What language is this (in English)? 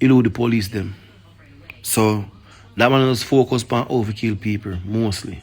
Jamaican Creole English